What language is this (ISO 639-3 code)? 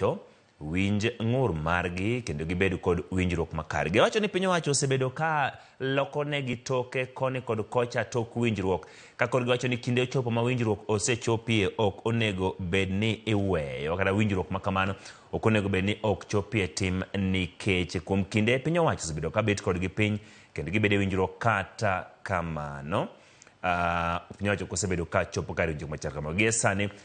luo